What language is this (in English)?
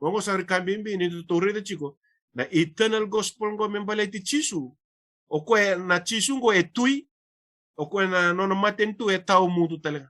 Fijian